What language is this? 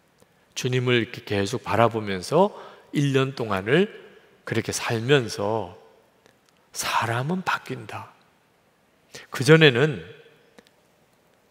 Korean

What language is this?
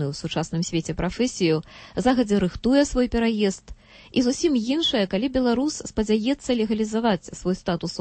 Belarusian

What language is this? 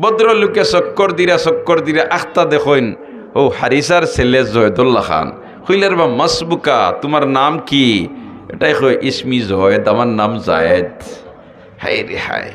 Sylheti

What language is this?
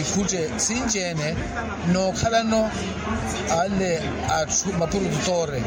Makhuwa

